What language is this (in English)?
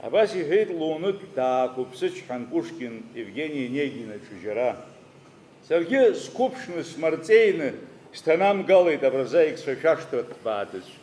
Abkhazian